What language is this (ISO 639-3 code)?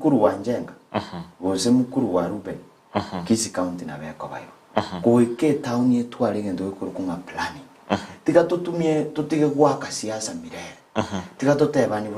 guz